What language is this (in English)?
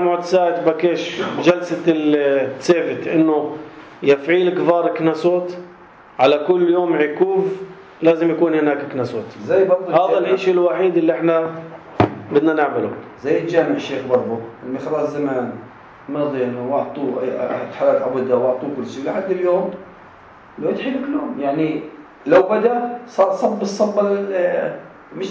North Levantine Arabic